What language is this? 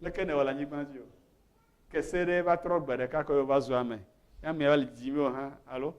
Ewe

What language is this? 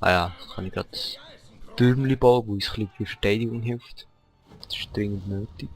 Swiss German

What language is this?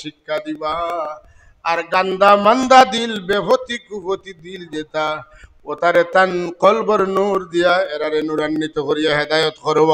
Sylheti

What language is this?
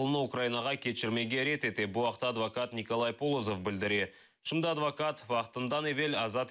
Crimean Tatar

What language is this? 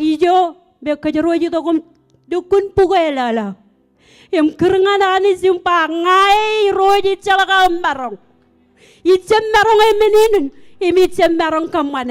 Marshallese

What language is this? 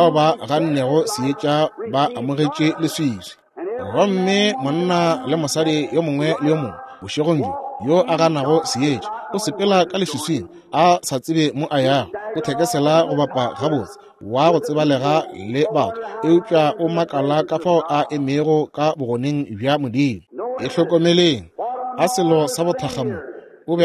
Northern Sotho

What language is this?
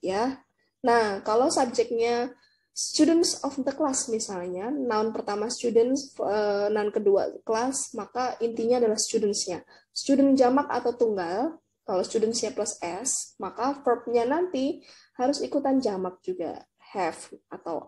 Indonesian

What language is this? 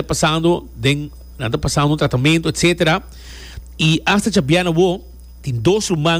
Papiamento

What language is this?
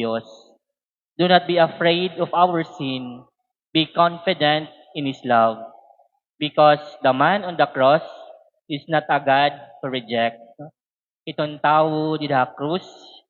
Waray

